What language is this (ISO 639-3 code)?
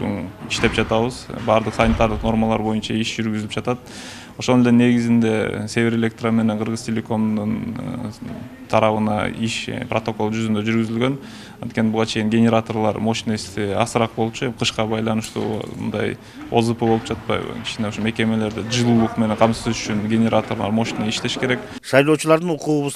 kir